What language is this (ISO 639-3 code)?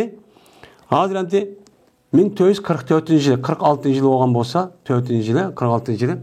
uig